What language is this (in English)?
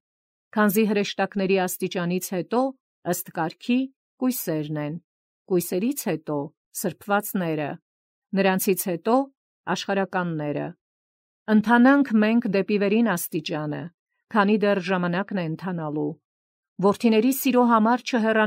Armenian